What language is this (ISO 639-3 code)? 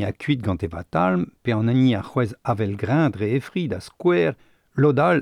bre